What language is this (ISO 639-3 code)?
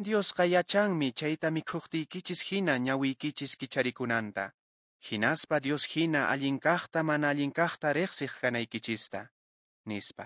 que